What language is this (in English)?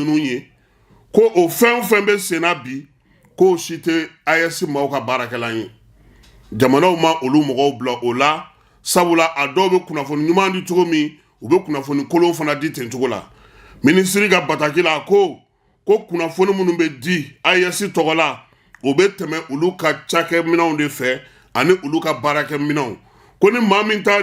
Bambara